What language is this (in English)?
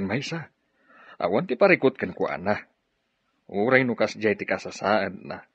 Iloko